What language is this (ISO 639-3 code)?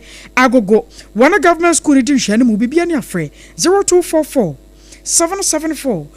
aka